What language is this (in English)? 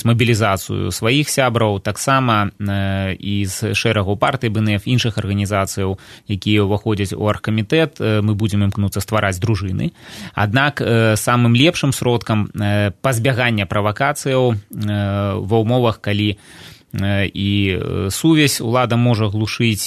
Belarusian